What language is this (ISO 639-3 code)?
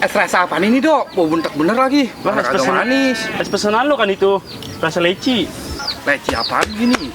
bew